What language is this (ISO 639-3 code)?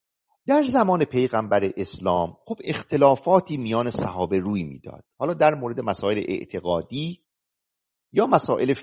fas